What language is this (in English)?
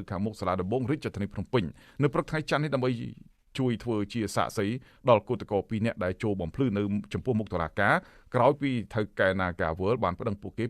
Khmer